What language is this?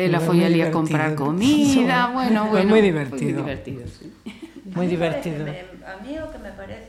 Galician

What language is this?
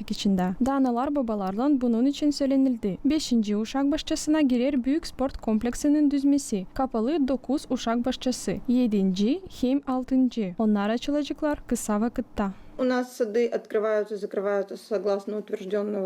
Gagauz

